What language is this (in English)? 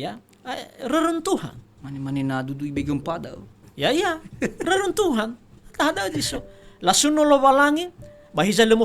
Nias